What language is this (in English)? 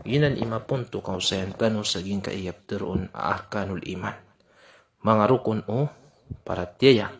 Maranao